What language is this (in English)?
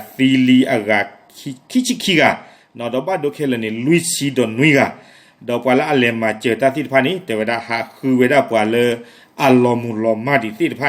S'gaw Karen